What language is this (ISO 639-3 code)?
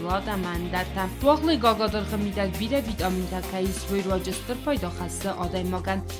oss